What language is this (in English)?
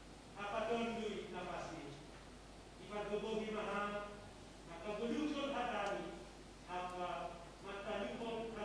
Batak Simalungun